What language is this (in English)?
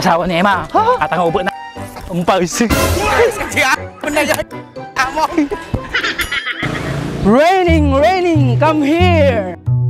Filipino